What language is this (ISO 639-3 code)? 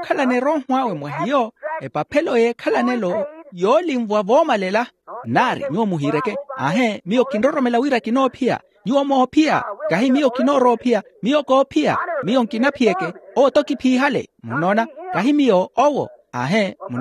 vmw